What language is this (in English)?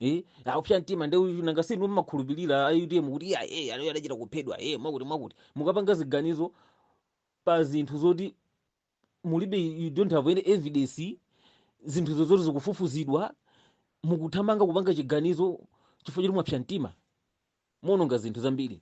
Nyanja